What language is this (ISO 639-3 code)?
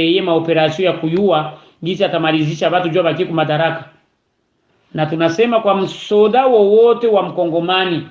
swa